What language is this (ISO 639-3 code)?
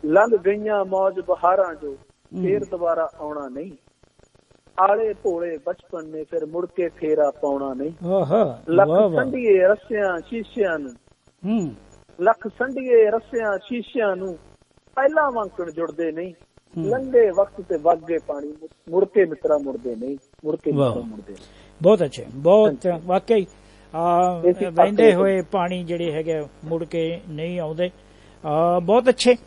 pan